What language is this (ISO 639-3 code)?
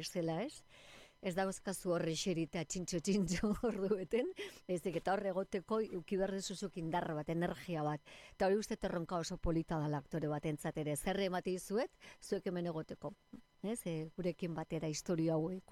eus